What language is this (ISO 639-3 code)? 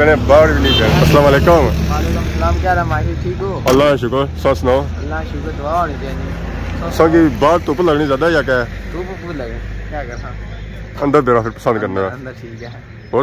phr